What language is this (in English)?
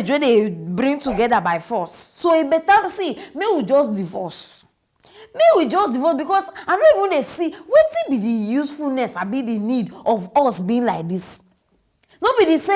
Nigerian Pidgin